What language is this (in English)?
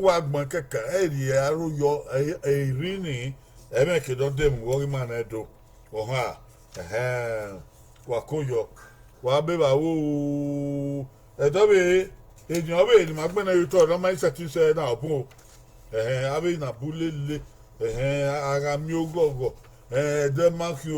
Bini